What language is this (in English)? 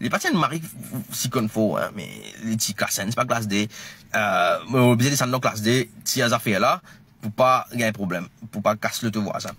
Morisyen